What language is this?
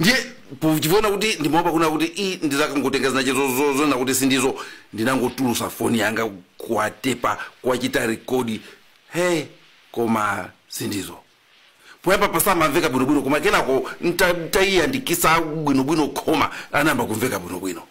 Nyanja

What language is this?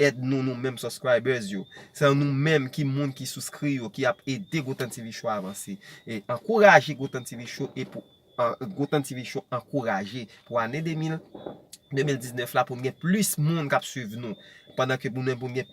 Haitian Creole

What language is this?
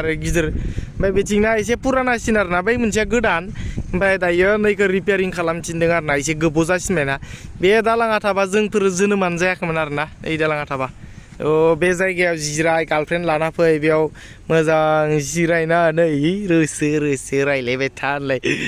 Bodo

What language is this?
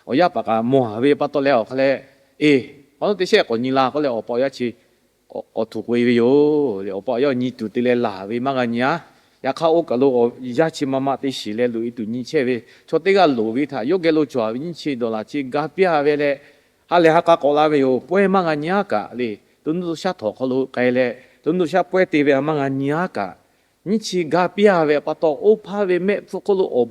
Lahu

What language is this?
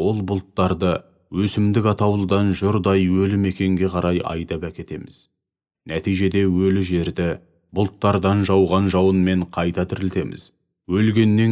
Kazakh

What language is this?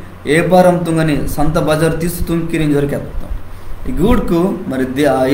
Koya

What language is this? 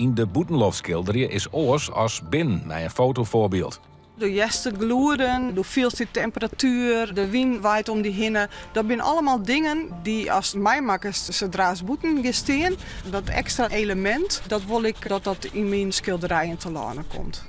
Western Frisian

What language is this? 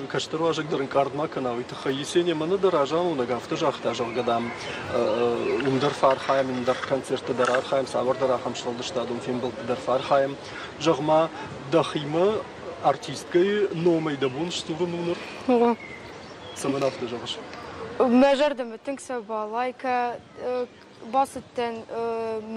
Ossetic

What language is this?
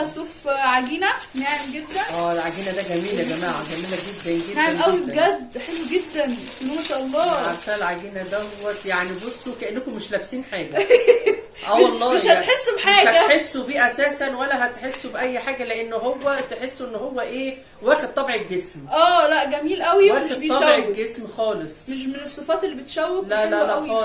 Egyptian Arabic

